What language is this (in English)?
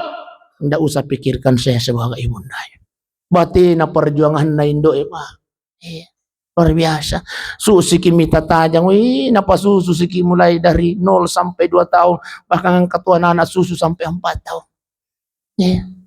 Buginese